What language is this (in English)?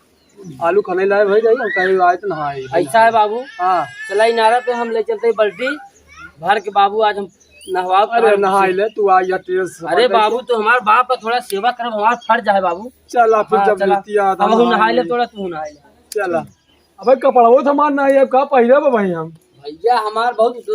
Awadhi